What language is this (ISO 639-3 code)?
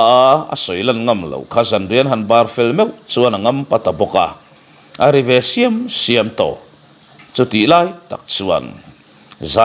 lus